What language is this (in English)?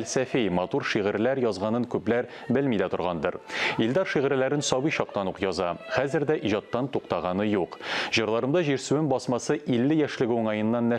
Tatar